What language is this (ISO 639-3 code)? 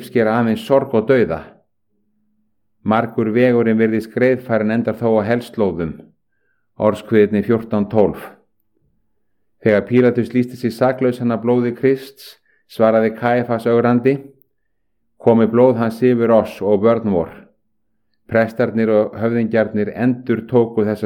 isl